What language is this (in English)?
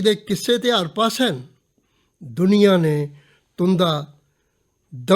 Dogri